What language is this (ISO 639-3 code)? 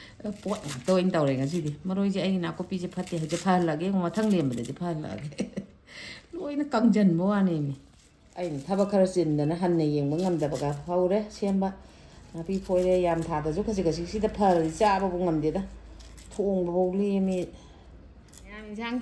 mni